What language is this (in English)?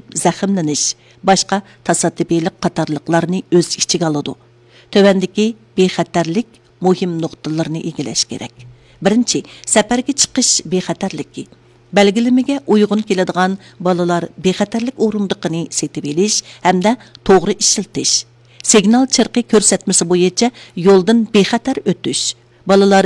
Uyghur